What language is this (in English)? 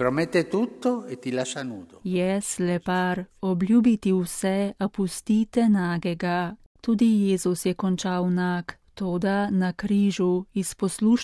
Slovenian